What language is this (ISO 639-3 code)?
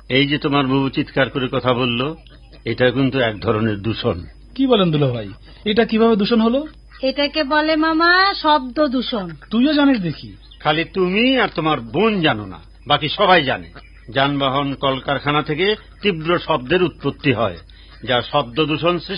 ben